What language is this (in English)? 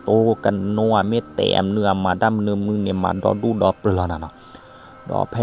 S'gaw Karen